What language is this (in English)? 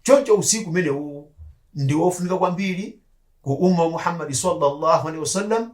Nyanja